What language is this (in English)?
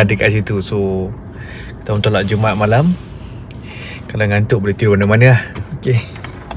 Malay